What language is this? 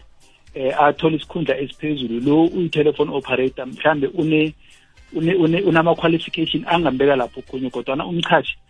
South Ndebele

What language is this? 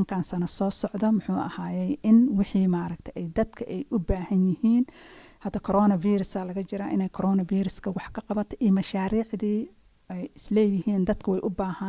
Somali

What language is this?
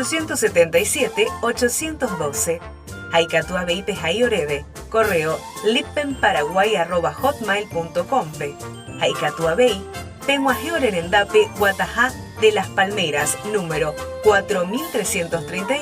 Guarani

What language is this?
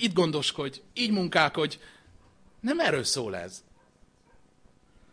Hungarian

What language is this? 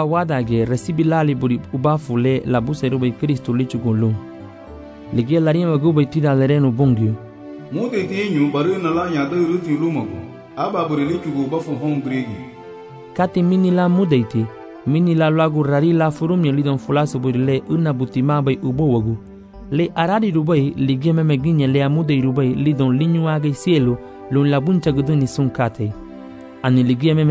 Garifuna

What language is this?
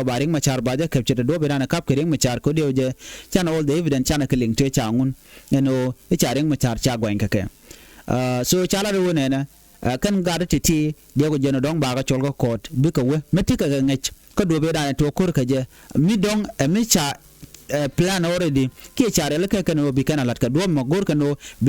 Nuer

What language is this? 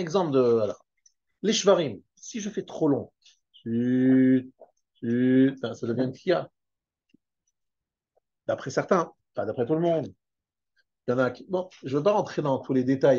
French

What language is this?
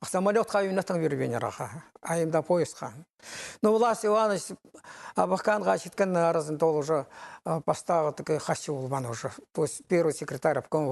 Khakas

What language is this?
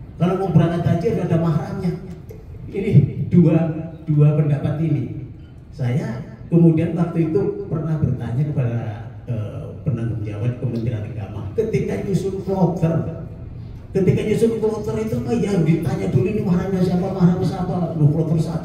Indonesian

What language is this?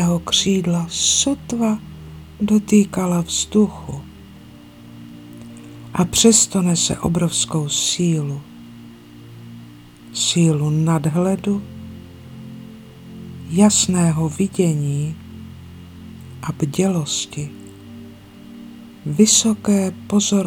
Czech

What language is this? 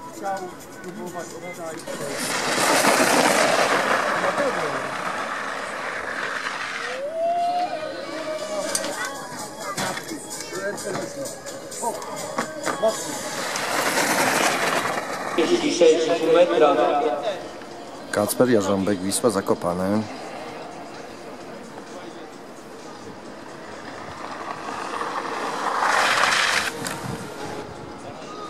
Polish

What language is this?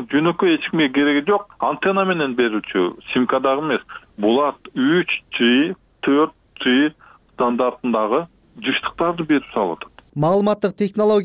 Kyrgyz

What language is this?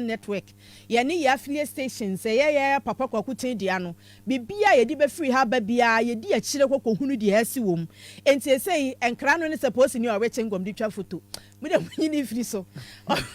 Akan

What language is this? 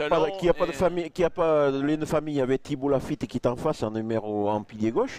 French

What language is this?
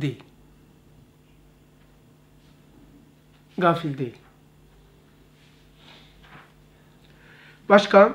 Turkish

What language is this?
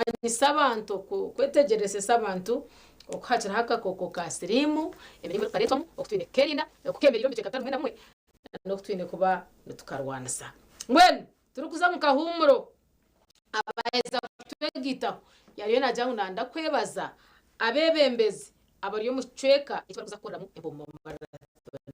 Nyankole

